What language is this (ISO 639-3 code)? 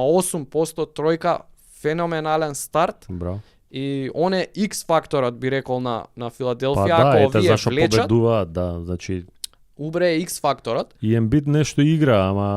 mkd